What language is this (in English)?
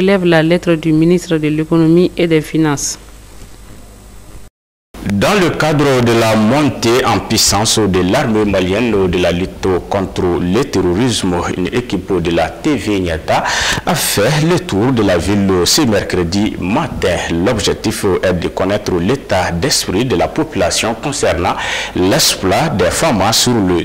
French